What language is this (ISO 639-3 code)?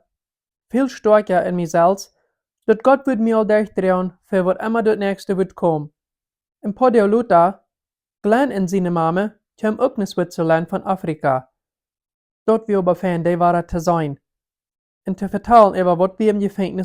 pdt